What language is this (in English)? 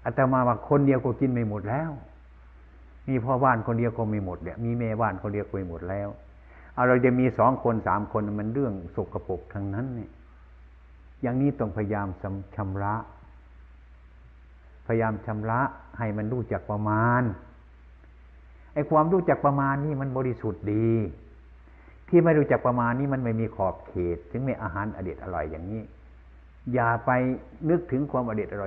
Thai